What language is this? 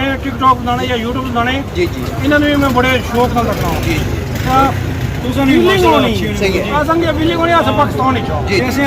Pahari-Potwari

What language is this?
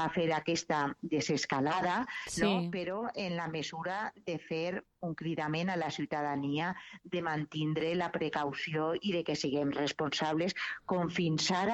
Catalan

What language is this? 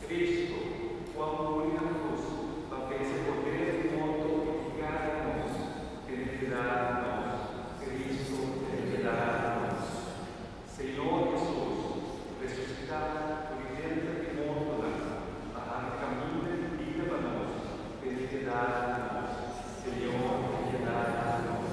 Papiamento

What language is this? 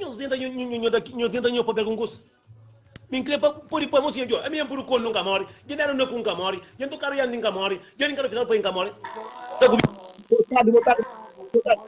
Kabuverdianu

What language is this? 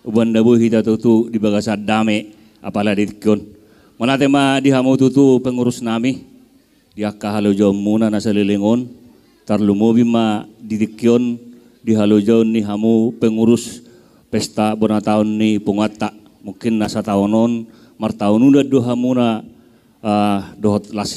Batak Toba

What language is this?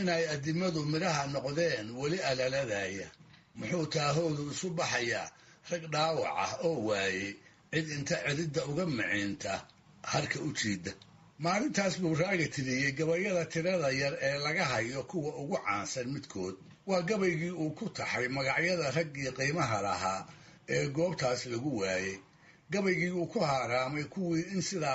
Somali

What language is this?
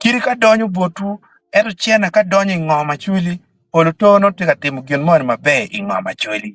Acoli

